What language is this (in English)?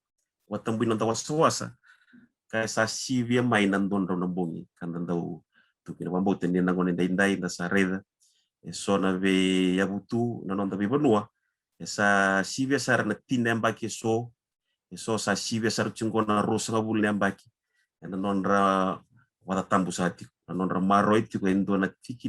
Fijian